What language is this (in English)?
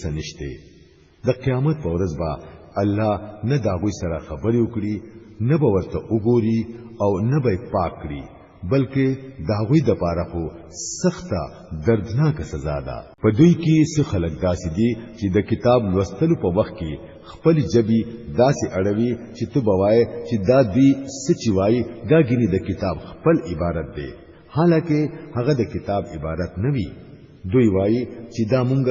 Pashto